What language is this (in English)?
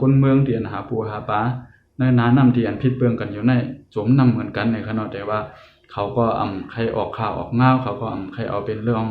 Shan